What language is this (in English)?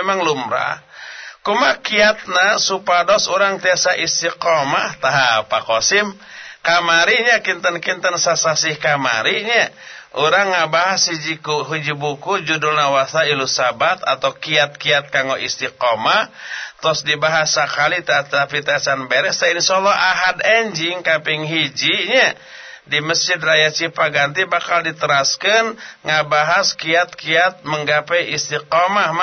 Sundanese